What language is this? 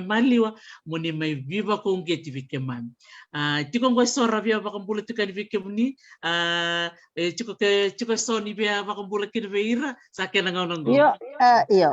Fijian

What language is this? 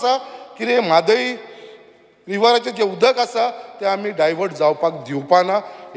Konkani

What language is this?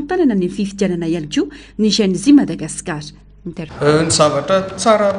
Malagasy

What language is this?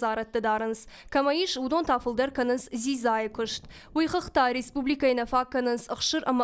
Ossetic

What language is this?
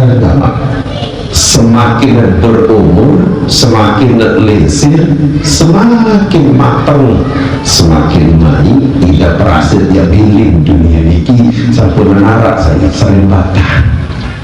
Sasak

